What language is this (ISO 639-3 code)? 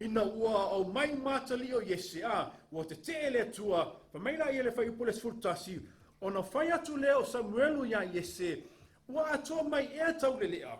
smo